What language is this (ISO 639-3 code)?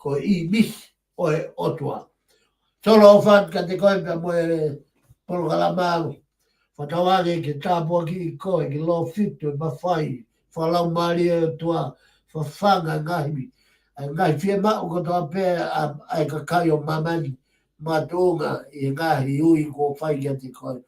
ton